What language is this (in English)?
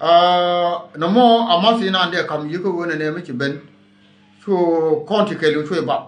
Nuer